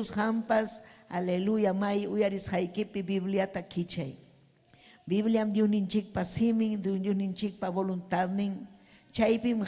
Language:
Ayacucho Quechua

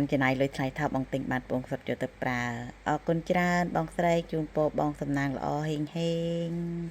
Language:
Khmer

